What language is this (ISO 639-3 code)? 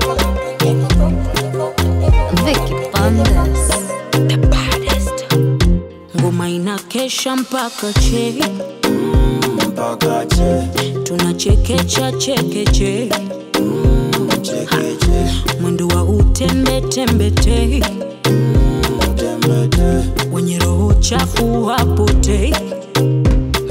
swa